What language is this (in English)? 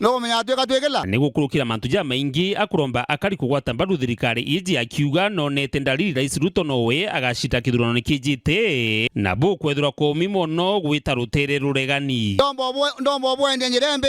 Meru